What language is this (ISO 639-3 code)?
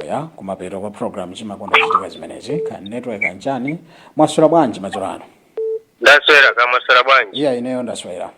nya